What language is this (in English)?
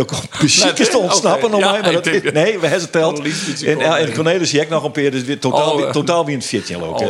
Western Frisian